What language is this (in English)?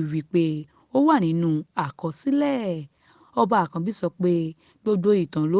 Yoruba